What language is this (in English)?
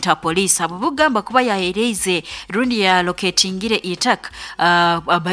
Nyoro